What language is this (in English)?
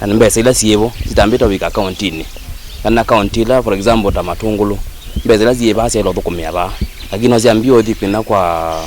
Kamba